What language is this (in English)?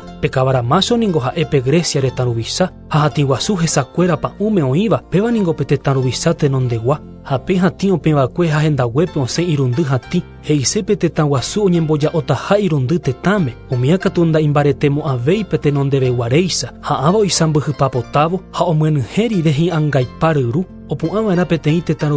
Guarani